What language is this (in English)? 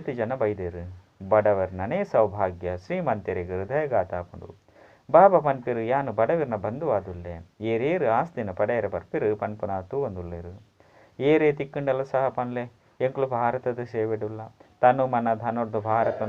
Tulu